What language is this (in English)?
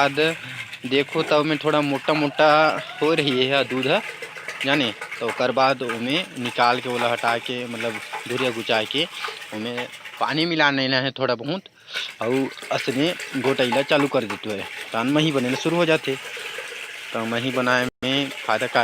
Chhattisgarhi